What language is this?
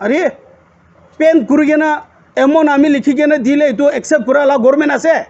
Naga Pidgin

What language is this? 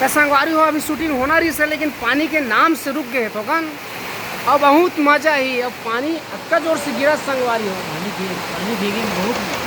Chhattisgarhi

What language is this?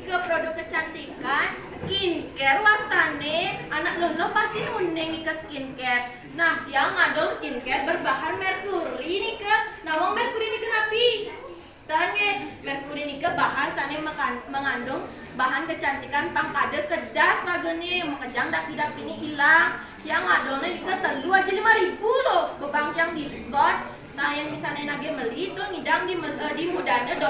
Balinese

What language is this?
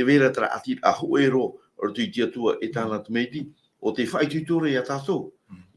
Tahitian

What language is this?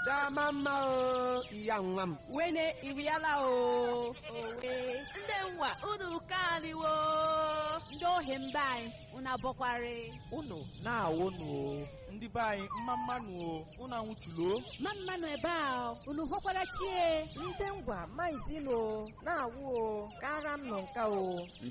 Igbo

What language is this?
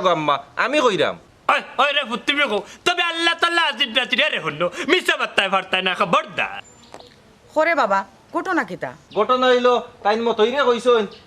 Sylheti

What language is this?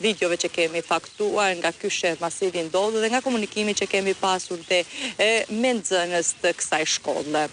Albanian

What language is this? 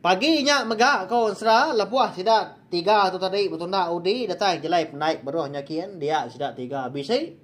Iban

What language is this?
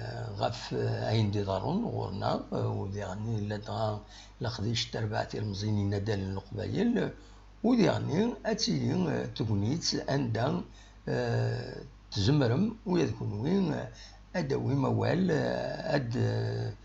Kabyle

